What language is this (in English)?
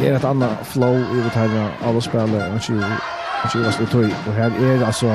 Faroese